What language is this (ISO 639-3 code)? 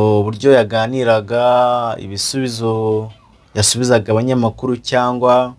kin